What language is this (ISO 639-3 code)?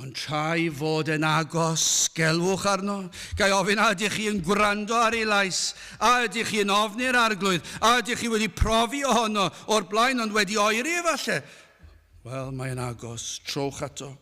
cym